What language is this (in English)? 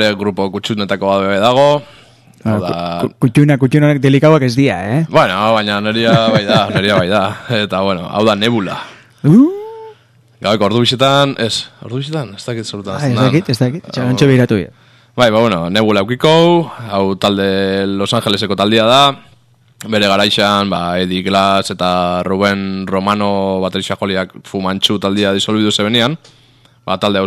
Basque